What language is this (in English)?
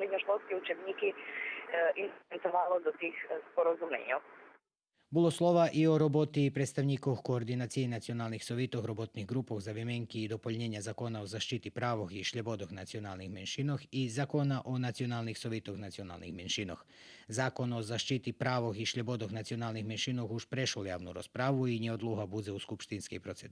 Rusyn